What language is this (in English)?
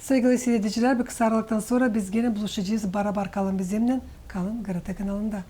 Gagauz